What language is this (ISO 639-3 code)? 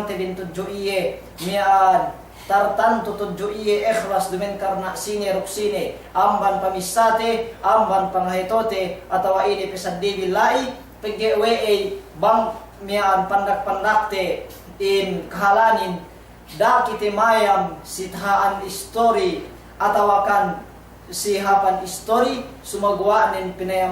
yka